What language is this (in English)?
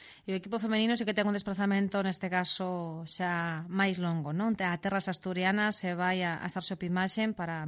Galician